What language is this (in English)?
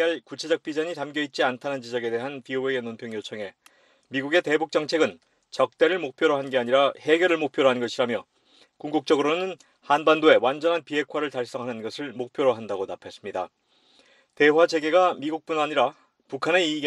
Korean